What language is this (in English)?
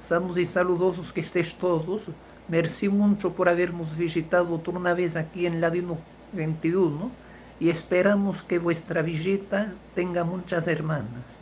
Ladino